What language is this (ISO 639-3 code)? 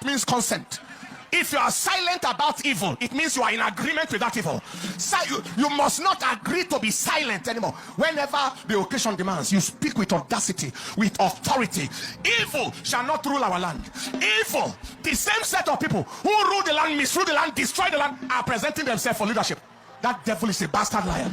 pcm